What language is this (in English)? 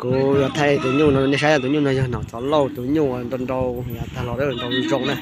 Hmong